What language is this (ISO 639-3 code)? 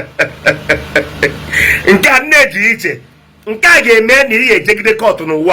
ibo